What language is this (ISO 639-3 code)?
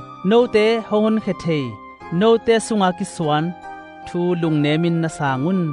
ctd